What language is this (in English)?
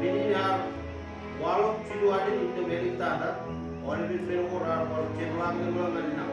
Marshallese